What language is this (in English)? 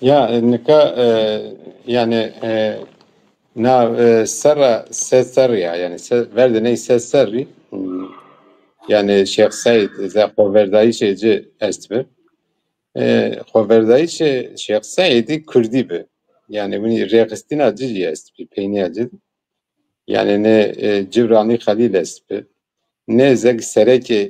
Zaza